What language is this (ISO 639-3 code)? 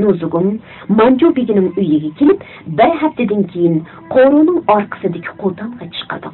uig